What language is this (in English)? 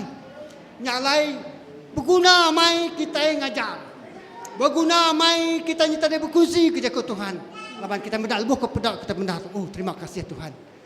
Iban